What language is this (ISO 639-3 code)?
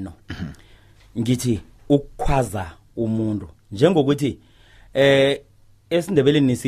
nbl